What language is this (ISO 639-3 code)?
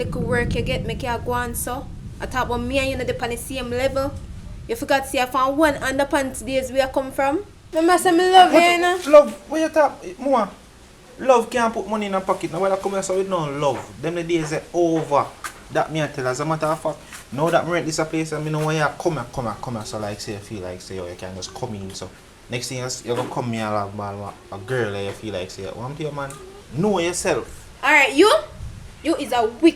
jam